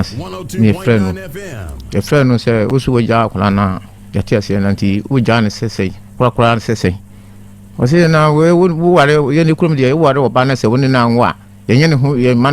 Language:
Akan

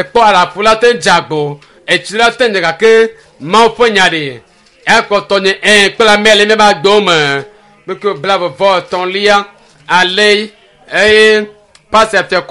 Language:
Ewe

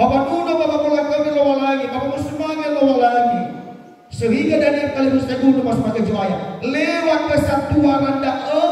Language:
Nias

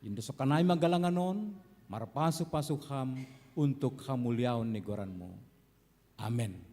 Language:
Batak Simalungun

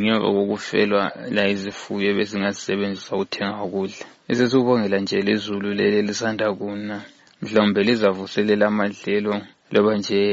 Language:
North Ndebele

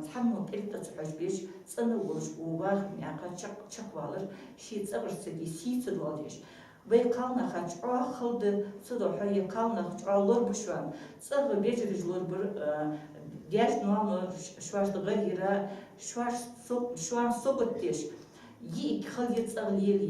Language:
Ingush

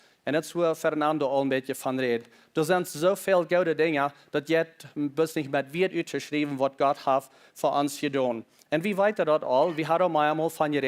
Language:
Plautdietsch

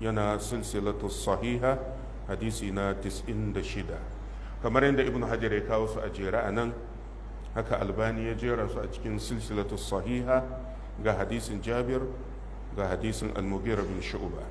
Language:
Hausa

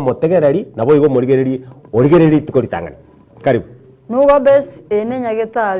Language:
Gusii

